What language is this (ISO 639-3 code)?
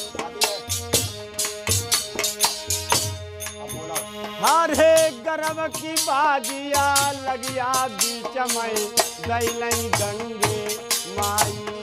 bho